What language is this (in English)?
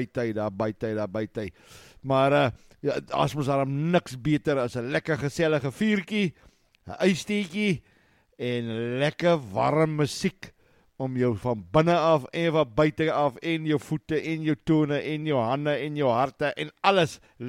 Afrikaans